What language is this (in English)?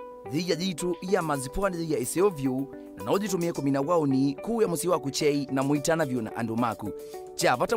Kamba